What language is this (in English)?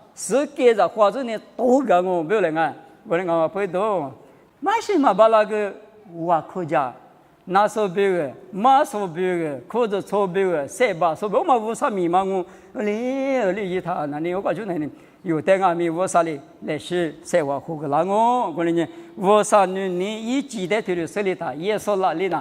Lisu